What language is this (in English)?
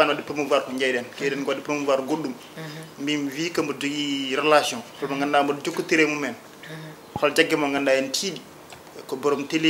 Fula